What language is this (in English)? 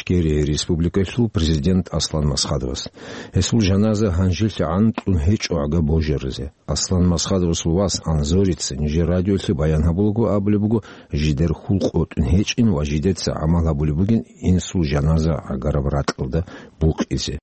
Avaric